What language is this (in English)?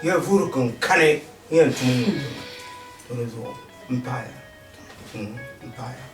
Dagbani